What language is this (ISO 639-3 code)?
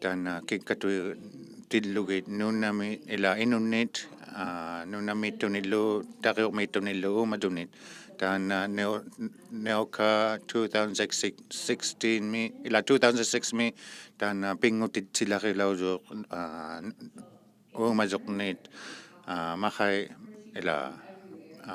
iku